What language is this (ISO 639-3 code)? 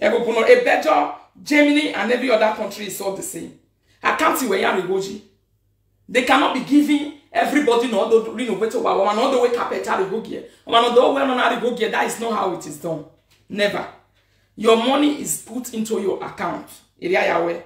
pcm